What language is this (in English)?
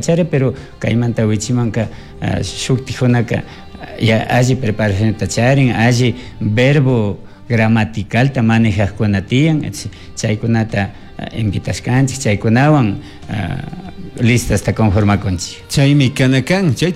Chimborazo Highland Quichua